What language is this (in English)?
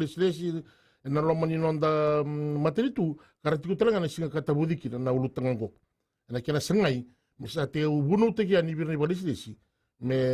Fijian